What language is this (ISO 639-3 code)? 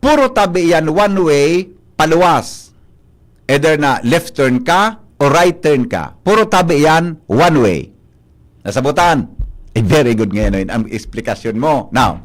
bik